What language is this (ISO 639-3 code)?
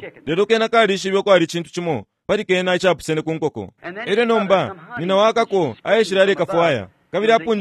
bem